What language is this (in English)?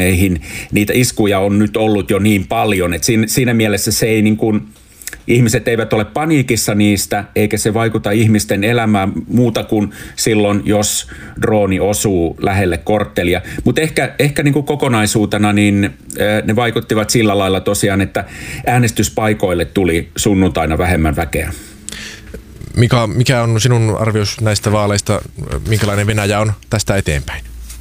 Finnish